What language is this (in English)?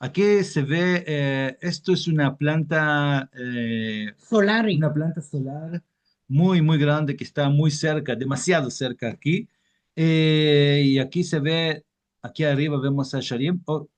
Ladino